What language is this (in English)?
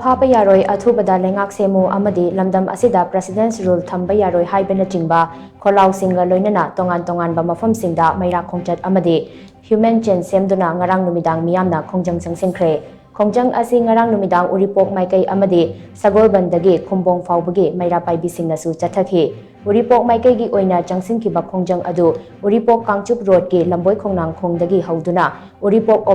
Manipuri